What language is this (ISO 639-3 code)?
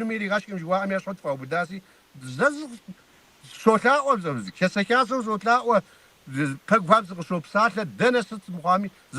kbd